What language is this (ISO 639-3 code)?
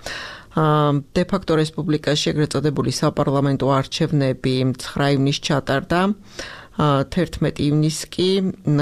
kat